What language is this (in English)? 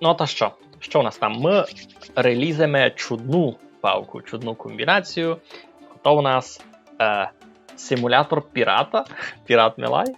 Rusyn